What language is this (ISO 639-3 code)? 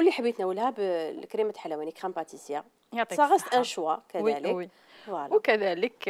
arq